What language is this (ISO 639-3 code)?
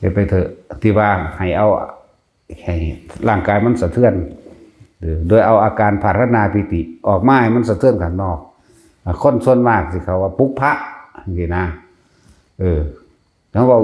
tts